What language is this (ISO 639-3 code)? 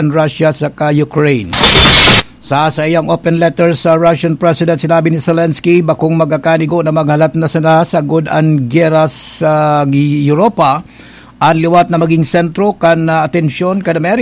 bik